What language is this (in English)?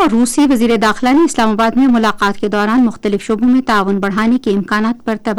Urdu